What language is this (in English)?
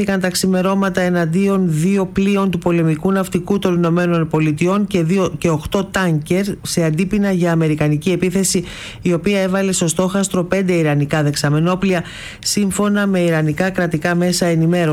Greek